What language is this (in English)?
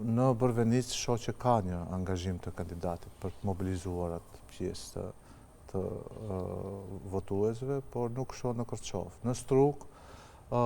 Albanian